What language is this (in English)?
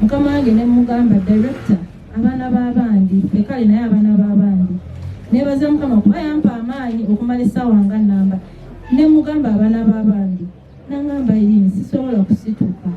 Ganda